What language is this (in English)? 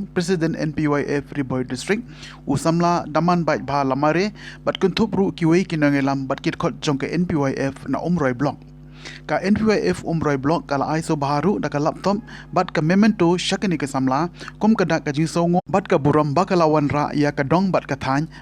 Khasi